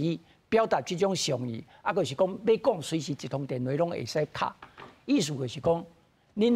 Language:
Min Nan Chinese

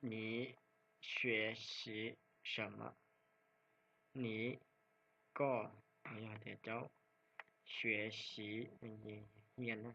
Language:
Hmong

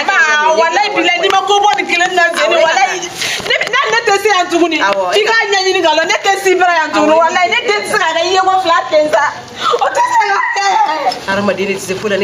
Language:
Bambara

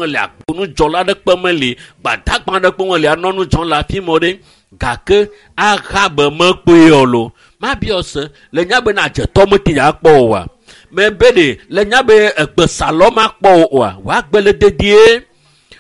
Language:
Ewe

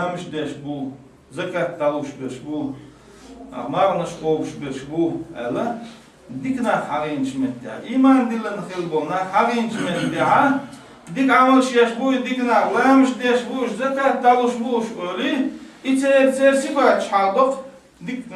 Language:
Chechen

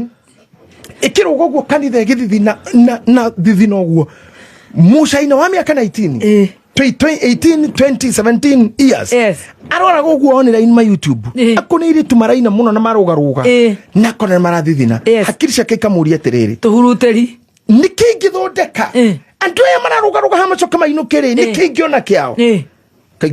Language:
Kikuyu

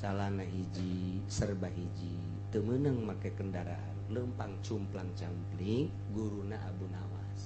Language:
Sundanese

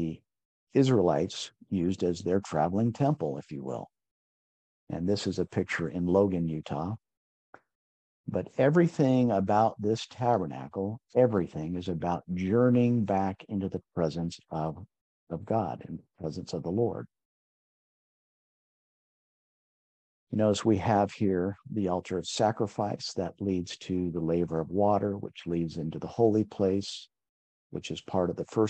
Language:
English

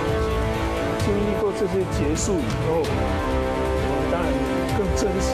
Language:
Min Nan Chinese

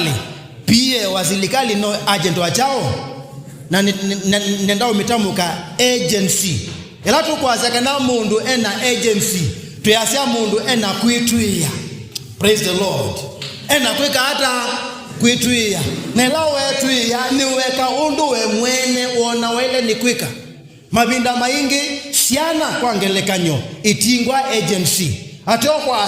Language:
Kamba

